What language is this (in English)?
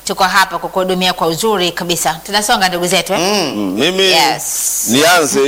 Swahili